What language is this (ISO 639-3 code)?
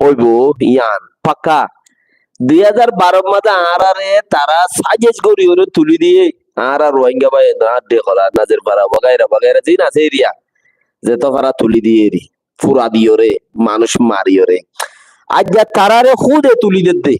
rhg